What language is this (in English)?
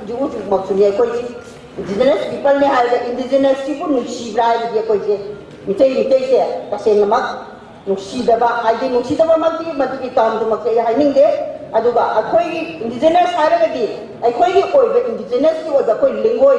Manipuri